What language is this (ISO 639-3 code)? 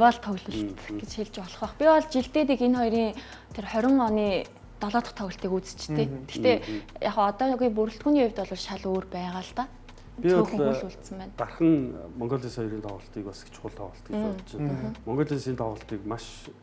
mon